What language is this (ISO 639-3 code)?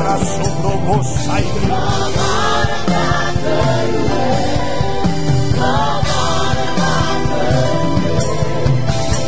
fra